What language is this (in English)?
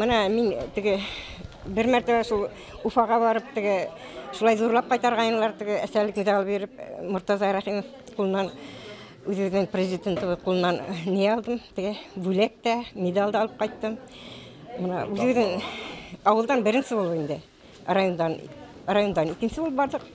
Bashkir